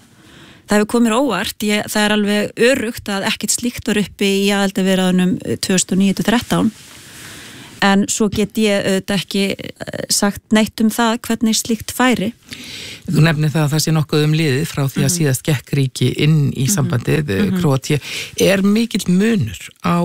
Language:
Icelandic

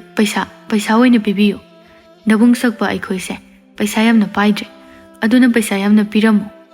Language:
Manipuri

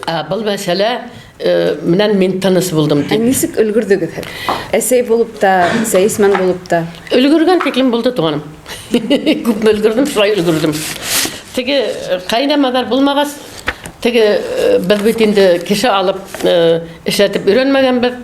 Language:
Bashkir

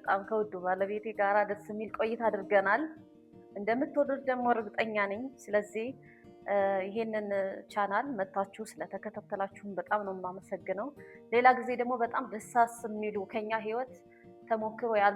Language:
Amharic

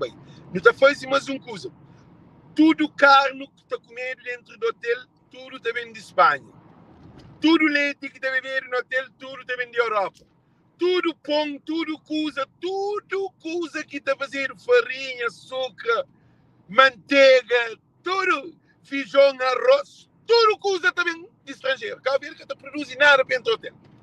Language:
Kabuverdianu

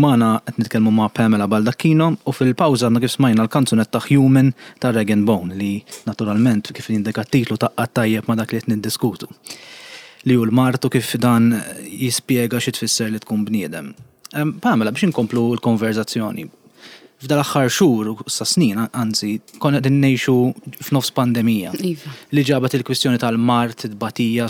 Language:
Maltese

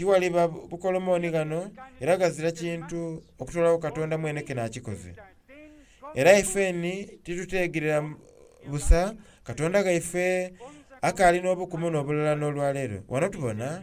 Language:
Soga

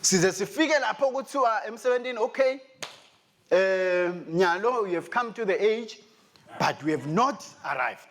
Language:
Swati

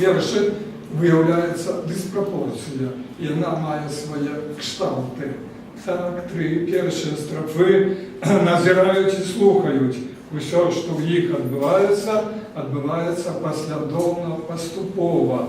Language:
Belarusian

